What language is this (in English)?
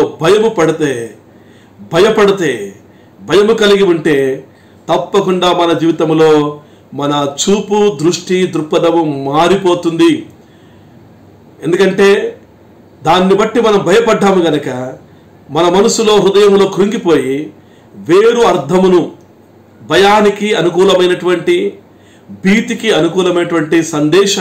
Telugu